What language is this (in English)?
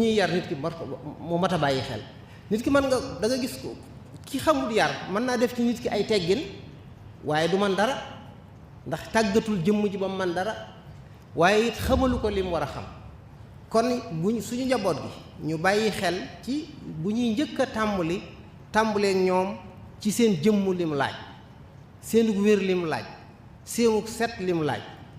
Wolof